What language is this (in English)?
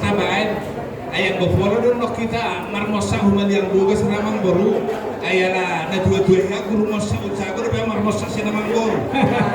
Batak Toba